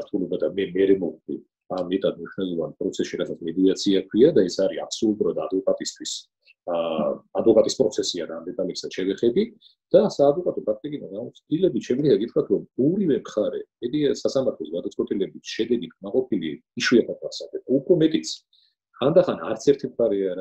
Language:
Georgian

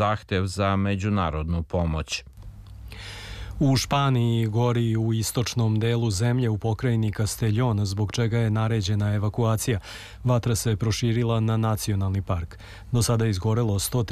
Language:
Serbian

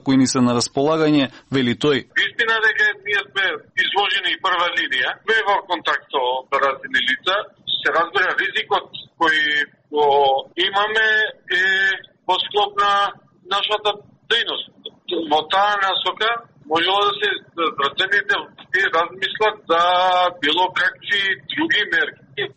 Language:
Macedonian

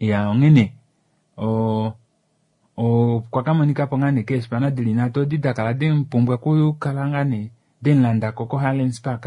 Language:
Kuanyama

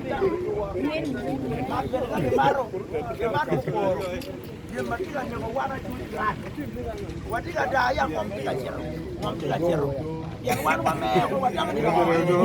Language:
Acoli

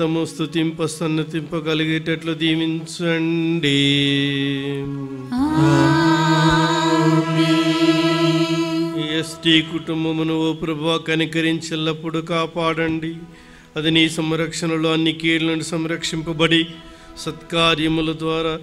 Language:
Telugu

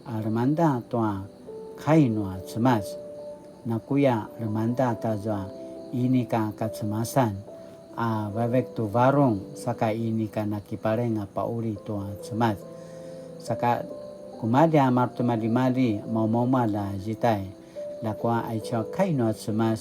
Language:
Paiwan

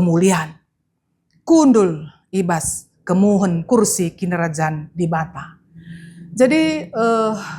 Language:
Batak Karo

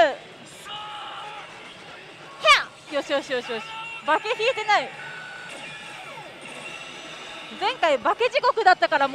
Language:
Japanese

